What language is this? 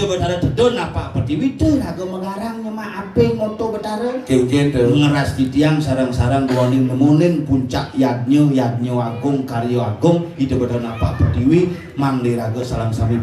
Balinese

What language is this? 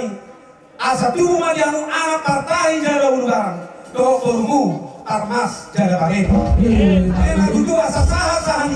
Batak Toba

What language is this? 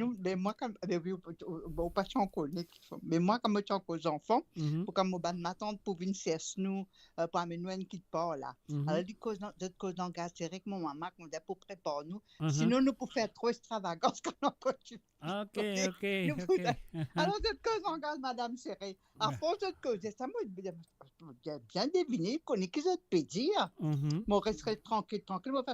Morisyen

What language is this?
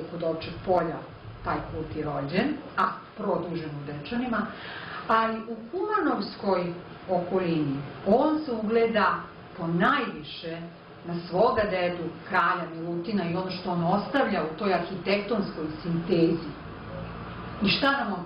Serbian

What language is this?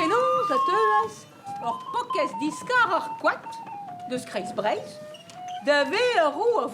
Breton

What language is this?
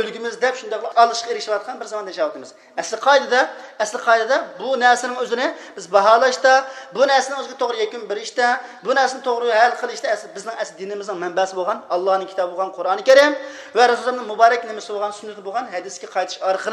Uyghur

